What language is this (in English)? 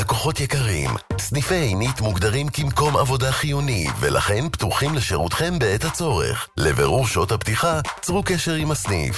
Hebrew